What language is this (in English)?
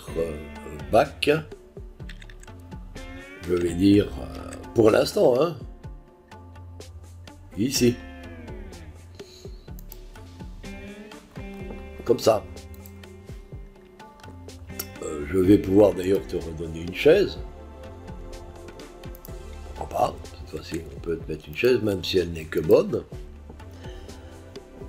French